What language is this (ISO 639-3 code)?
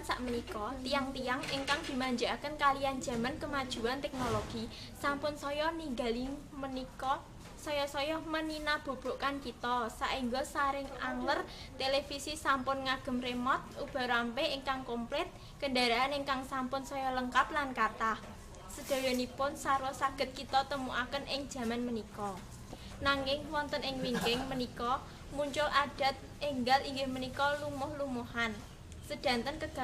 jav